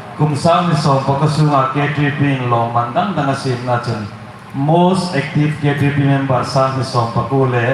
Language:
Hmar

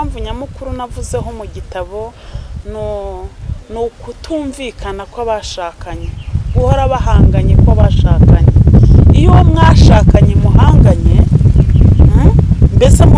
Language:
Kinyarwanda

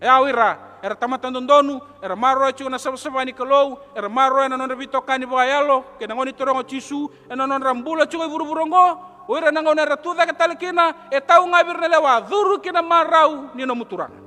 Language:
Fijian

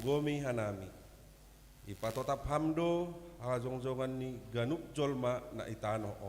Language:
Batak Simalungun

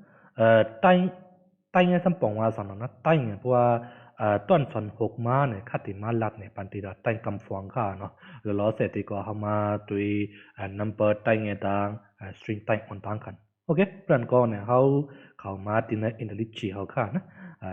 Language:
Shan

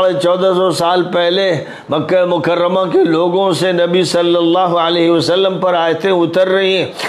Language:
Urdu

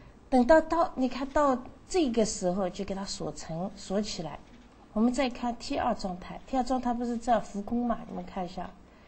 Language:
Chinese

